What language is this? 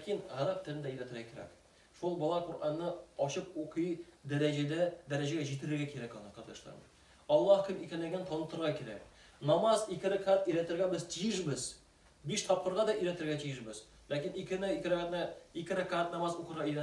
Tatar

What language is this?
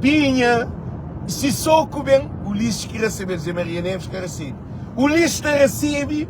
Kabuverdianu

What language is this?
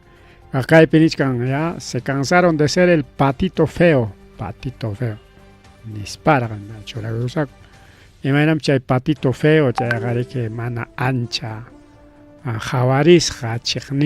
Ayacucho Quechua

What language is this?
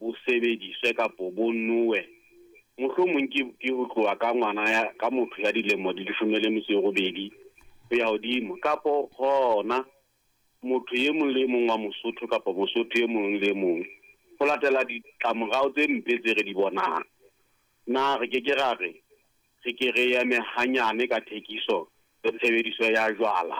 Southern Sotho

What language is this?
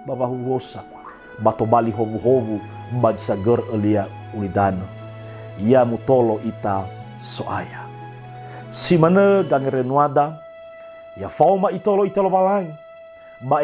Nias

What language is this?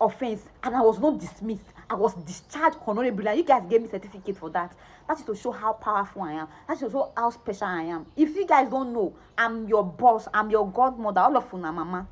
Nigerian Pidgin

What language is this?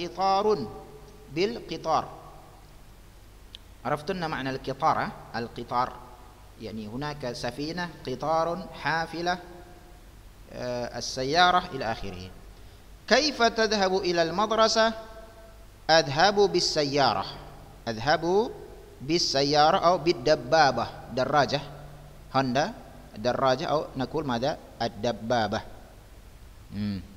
Arabic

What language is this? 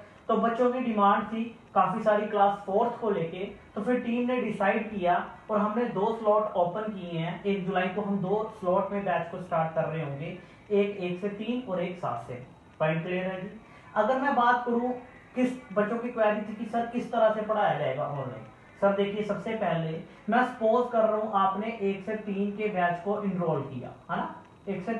Hindi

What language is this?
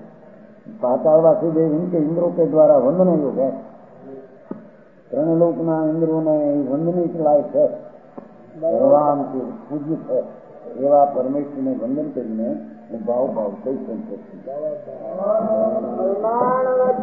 Gujarati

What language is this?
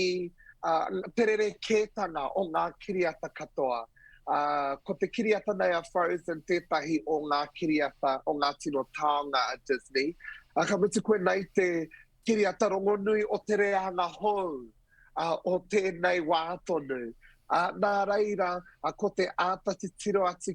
Māori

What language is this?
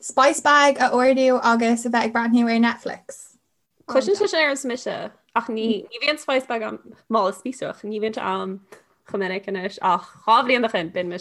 Irish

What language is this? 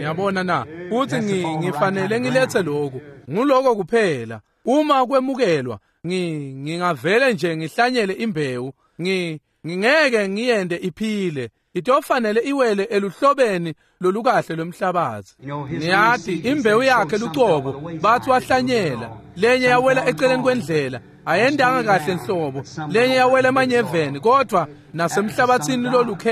Swati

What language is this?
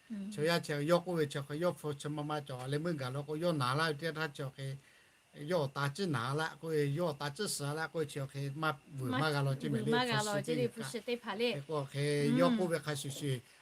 Lahu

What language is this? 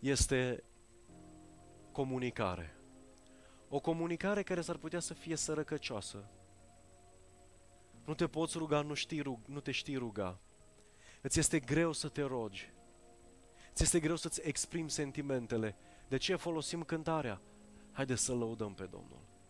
Romanian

